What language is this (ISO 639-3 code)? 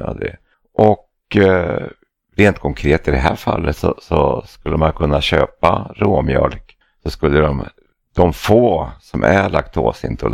swe